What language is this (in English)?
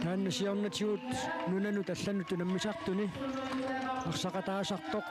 Kalaallisut